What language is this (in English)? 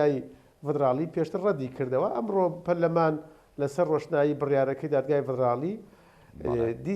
Central Kurdish